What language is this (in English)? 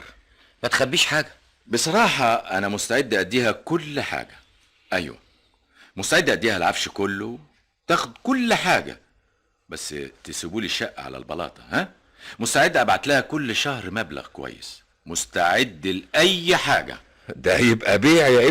Egyptian Arabic